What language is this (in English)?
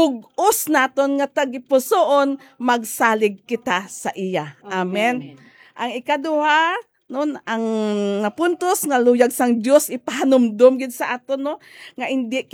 Hiligaynon